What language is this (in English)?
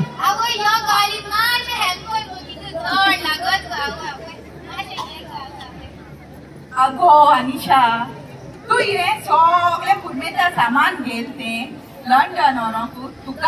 Konkani